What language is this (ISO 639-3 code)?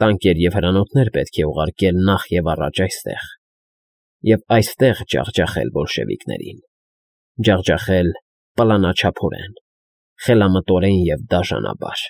hye